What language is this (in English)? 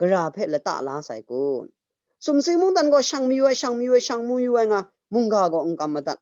Kachin